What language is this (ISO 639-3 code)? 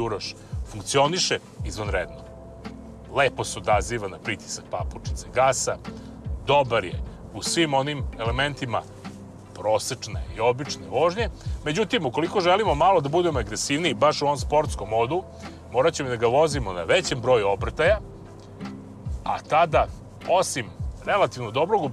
srp